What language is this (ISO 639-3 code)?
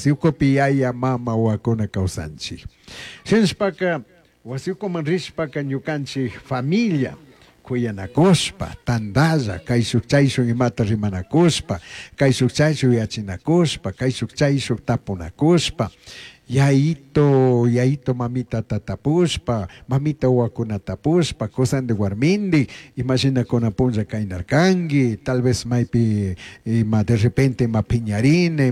qug